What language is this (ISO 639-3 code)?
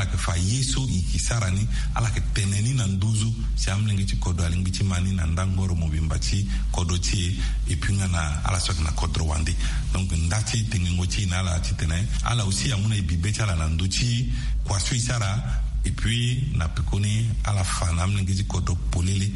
sag